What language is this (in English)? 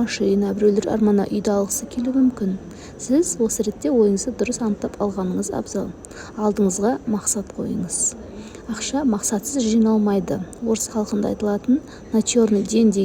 Kazakh